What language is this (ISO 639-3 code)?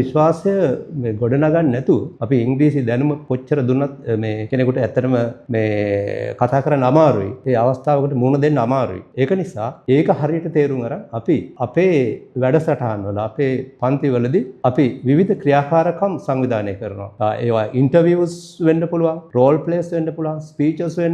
sin